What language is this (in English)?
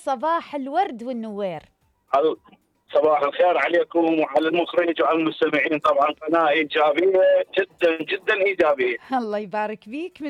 Mesopotamian Arabic